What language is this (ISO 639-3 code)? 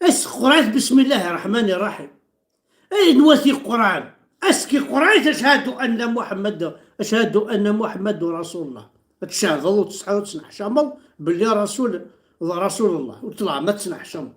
kab